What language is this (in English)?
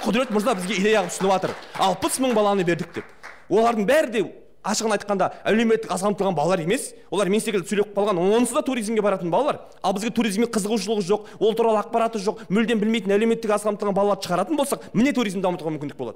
Kazakh